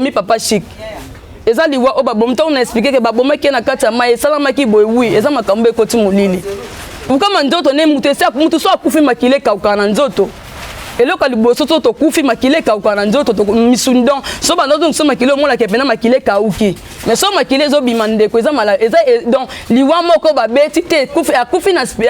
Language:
Lingala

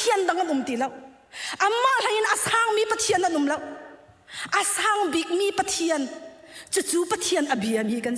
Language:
Hakha Chin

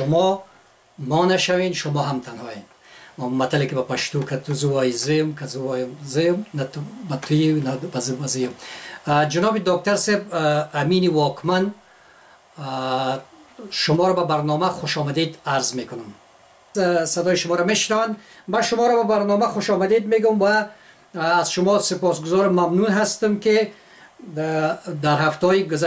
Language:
Persian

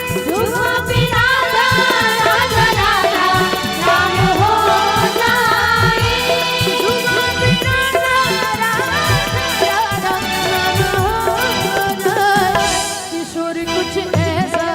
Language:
Chhattisgarhi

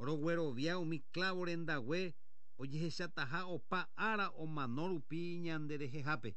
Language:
Guarani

